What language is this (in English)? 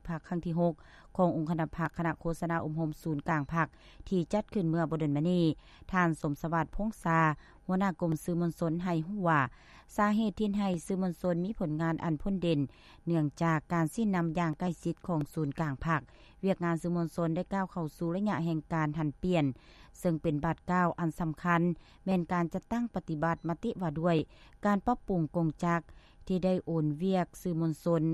Lao